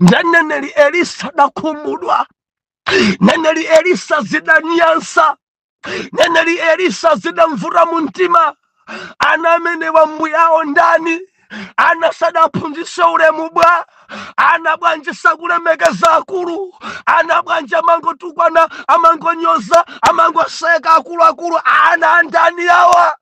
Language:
Nyanja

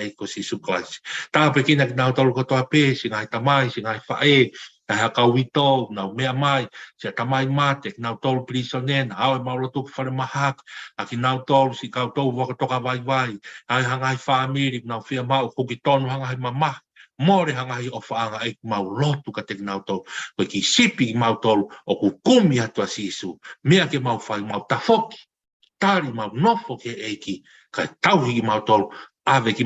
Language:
Tongan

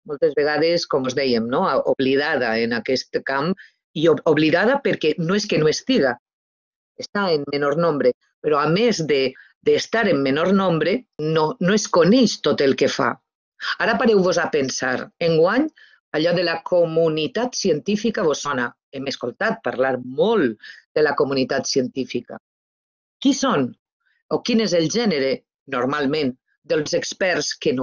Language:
Catalan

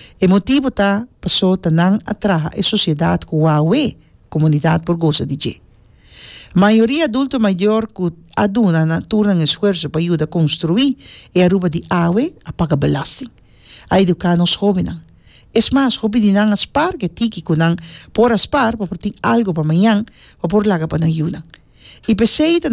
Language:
Papiamento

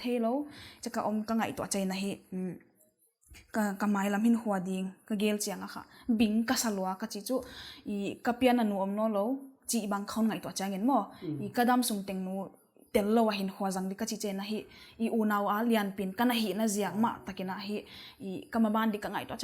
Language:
Paite Chin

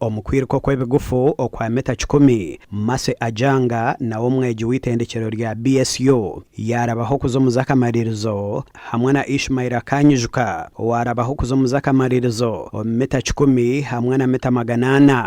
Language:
Nyankole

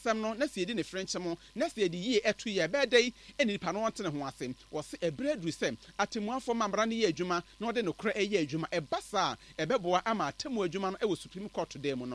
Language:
Akan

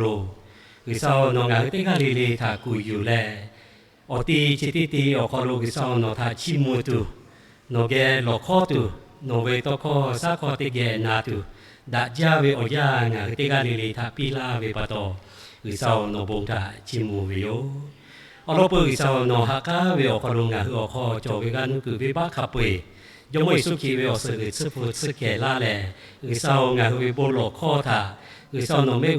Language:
Lahu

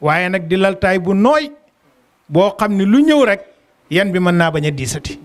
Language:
Wolof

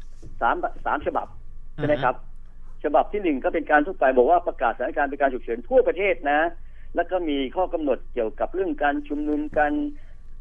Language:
Thai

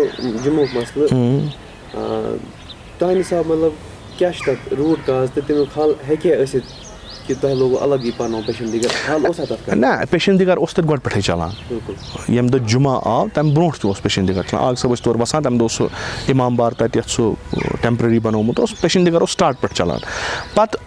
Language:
Kashmiri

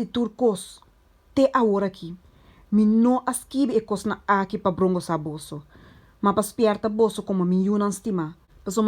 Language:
Papiamento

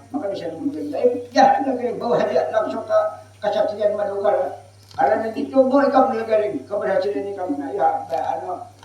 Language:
Banjar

